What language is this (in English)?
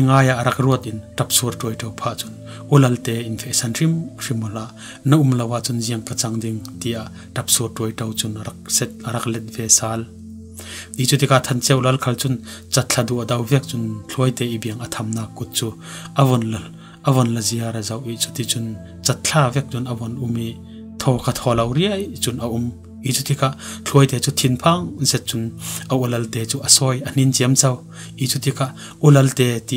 Falam Chin